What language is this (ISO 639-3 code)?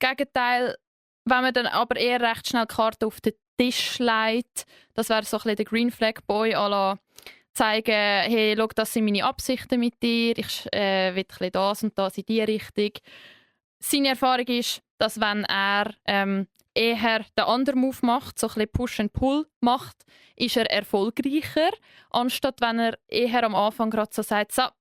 gsw